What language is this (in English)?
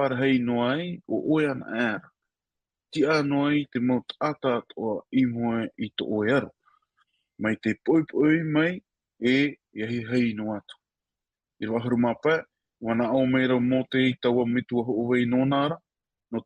Tahitian